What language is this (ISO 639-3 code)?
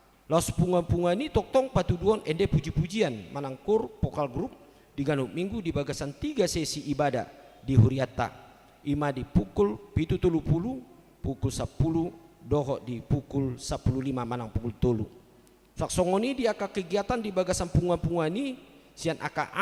bbc